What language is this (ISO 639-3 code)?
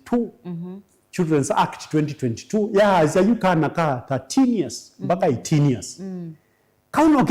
kam